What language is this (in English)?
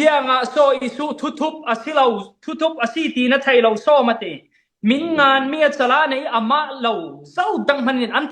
Falam Chin